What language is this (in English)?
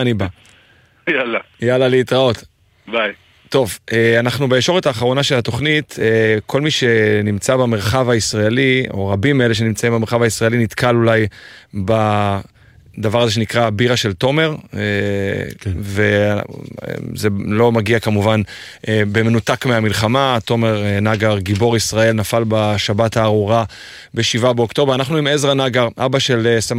Hebrew